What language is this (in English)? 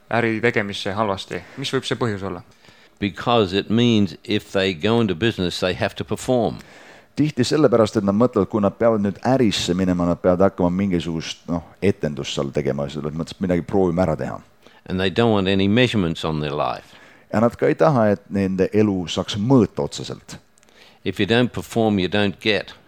Estonian